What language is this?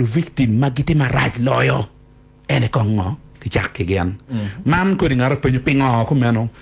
Acoli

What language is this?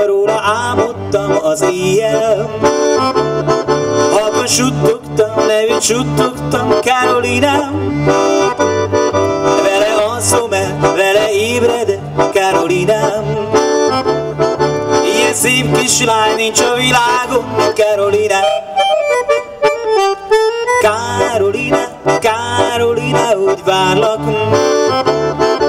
Hungarian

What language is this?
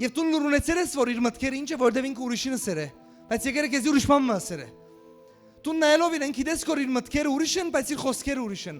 Western Armenian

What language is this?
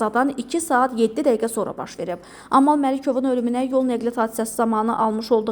Azerbaijani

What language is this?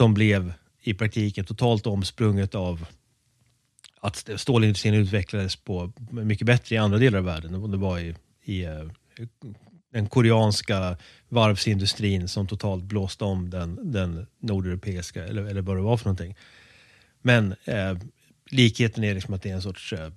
Swedish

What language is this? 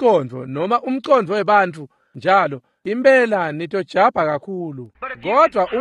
Swati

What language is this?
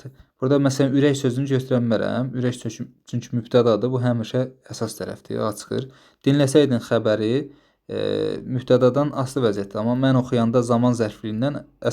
Azerbaijani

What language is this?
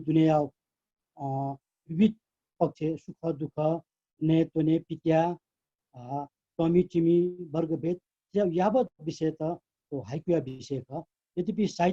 Newari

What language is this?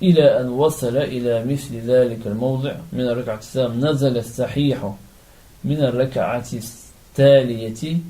Chechen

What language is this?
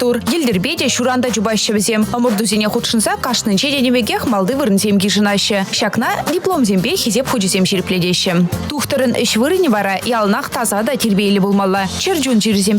Chuvash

